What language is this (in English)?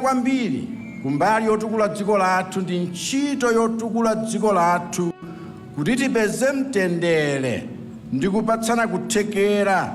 Nyanja